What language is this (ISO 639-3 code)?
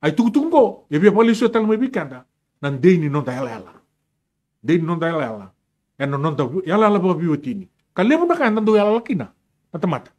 fij